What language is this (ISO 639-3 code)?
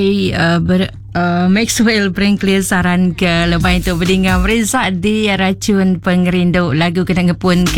iba